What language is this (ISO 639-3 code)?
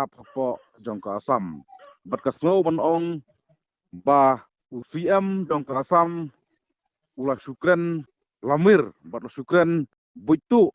kha